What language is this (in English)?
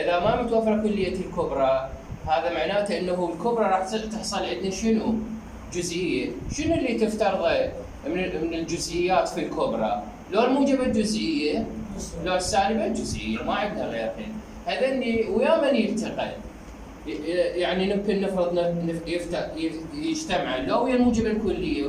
Mesopotamian Arabic